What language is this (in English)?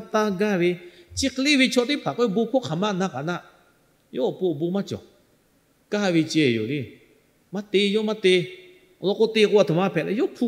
Lahu